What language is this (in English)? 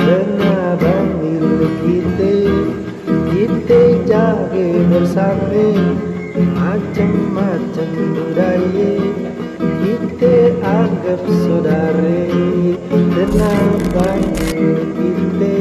Betawi